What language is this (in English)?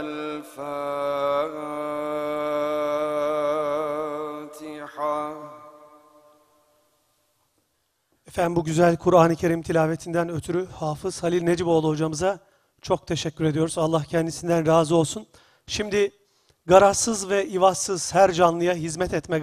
Turkish